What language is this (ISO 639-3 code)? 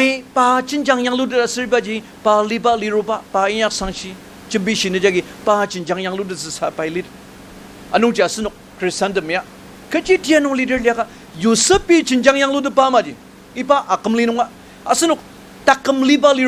njo